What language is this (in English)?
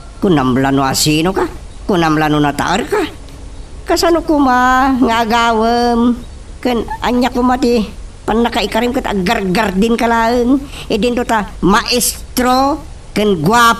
Iloko